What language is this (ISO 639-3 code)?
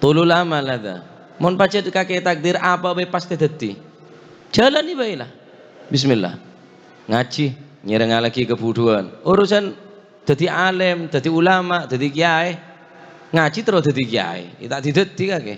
mad